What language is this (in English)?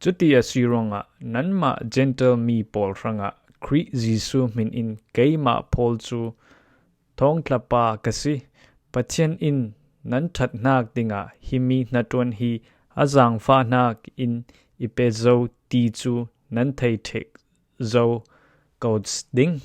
Falam Chin